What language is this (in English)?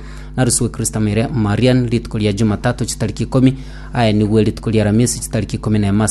Gusii